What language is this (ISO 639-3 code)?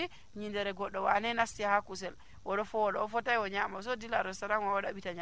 fuv